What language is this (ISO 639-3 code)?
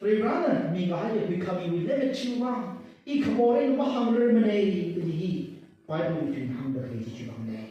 nmf